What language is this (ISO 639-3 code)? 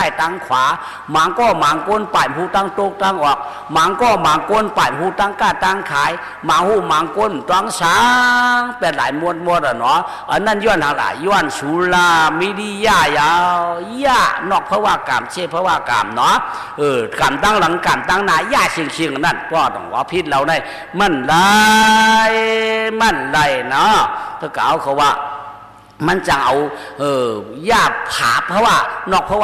shn